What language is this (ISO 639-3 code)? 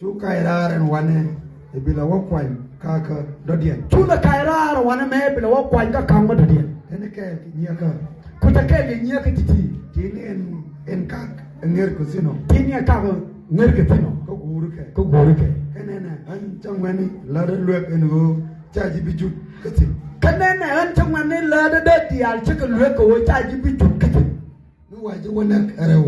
nus